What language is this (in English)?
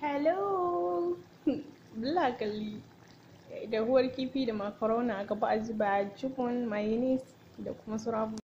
Hausa